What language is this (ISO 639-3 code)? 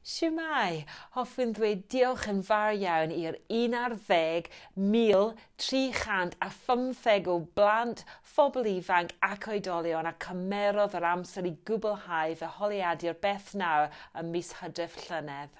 cym